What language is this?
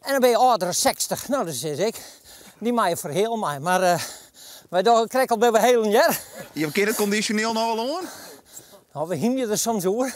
Western Frisian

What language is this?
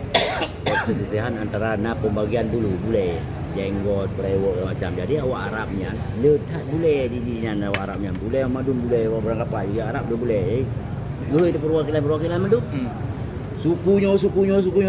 Achinese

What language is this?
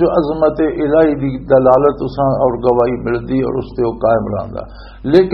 Western Panjabi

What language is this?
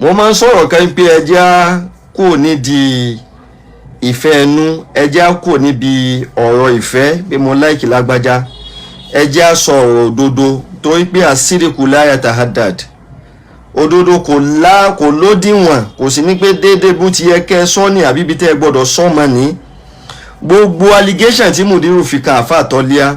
Yoruba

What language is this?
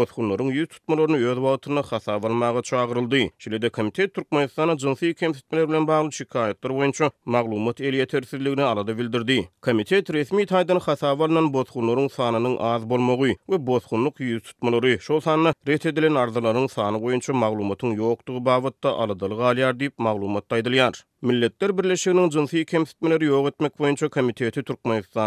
Turkmen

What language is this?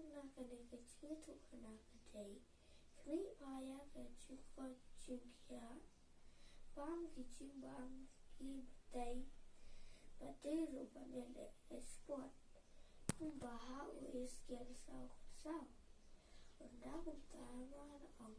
Khasi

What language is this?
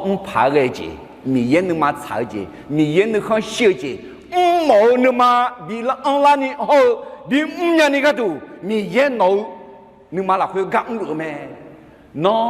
Akha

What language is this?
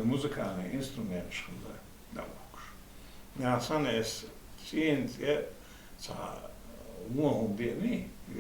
Chechen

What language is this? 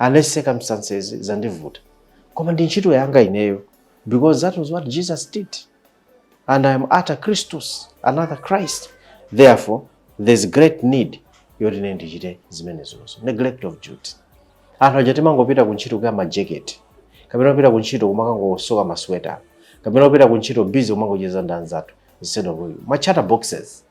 Nyanja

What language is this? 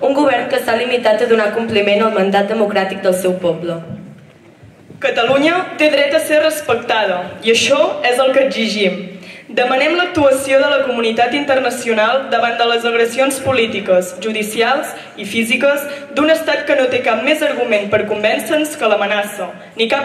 Catalan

